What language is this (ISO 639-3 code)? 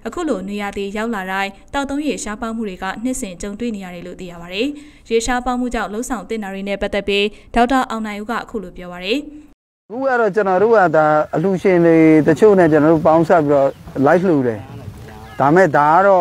mya